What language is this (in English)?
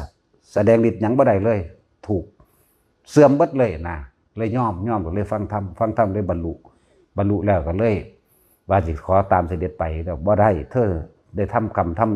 Northeastern Thai